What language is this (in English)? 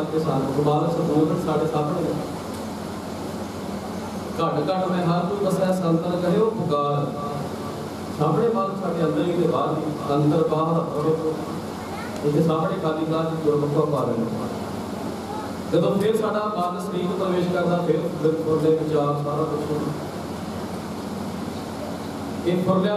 Punjabi